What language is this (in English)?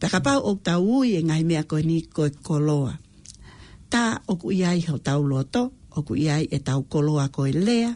Tongan